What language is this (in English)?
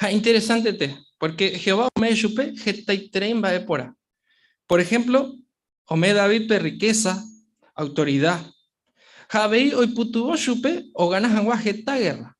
Guarani